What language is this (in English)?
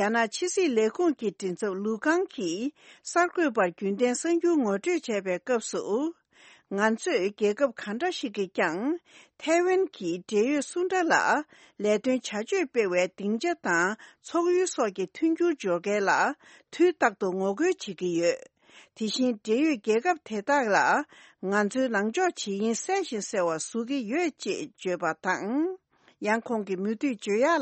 Tibetan